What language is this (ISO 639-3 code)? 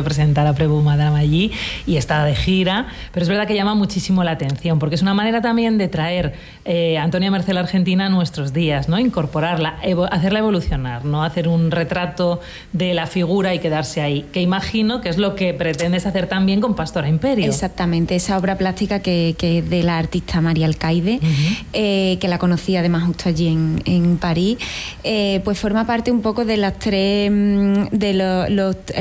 spa